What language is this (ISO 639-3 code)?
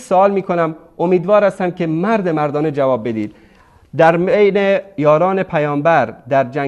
fas